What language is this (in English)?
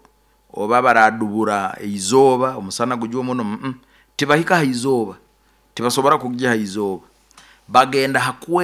Nyoro